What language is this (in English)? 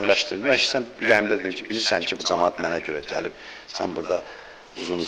Azerbaijani